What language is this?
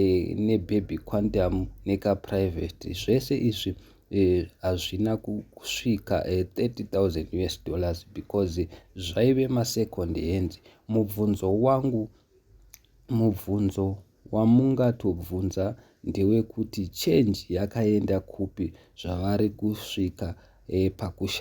Shona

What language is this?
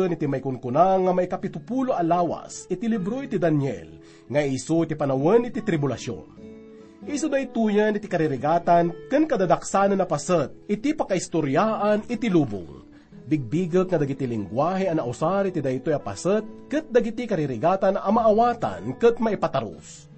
Iloko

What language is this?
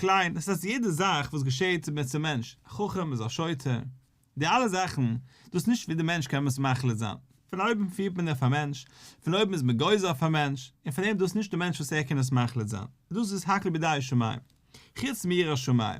Yiddish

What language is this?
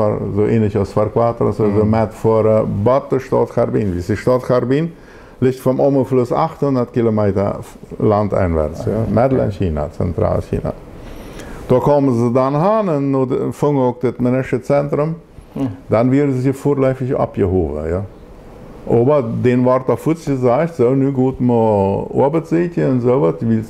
Plautdietsch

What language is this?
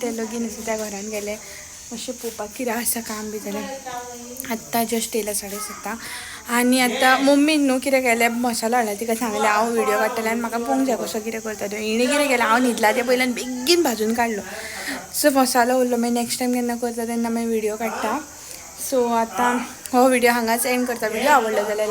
Konkani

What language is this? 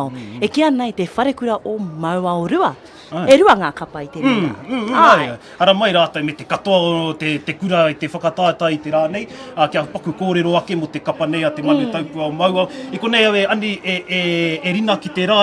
Māori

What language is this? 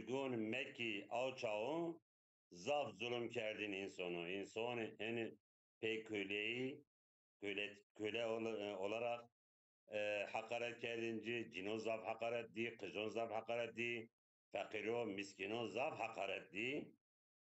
Zaza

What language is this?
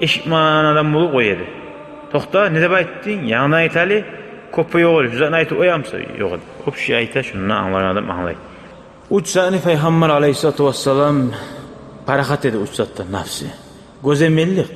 Kumyk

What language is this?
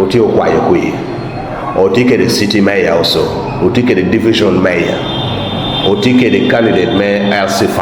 Lango (Uganda)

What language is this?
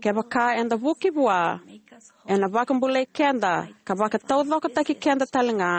Fijian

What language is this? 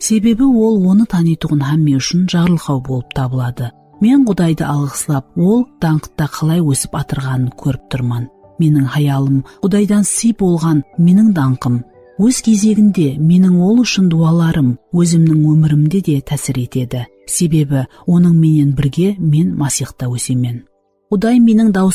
Kara-Kalpak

